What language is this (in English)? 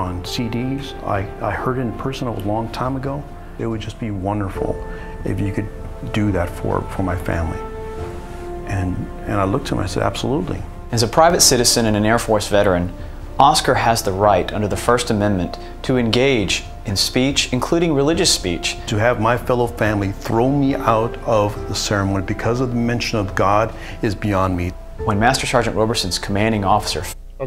English